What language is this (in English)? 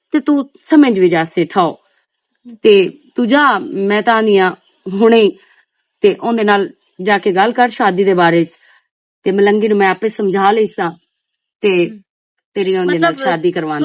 Western Panjabi